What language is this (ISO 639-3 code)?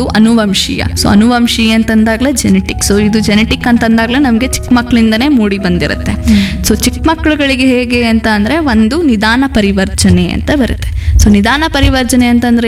kan